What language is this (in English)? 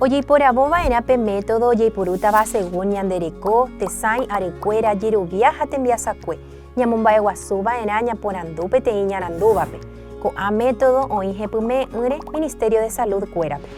Guarani